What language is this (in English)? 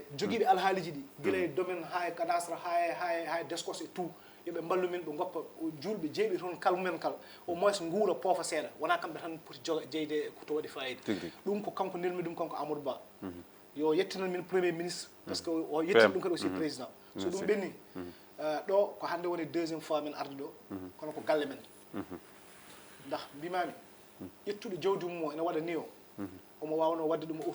Fula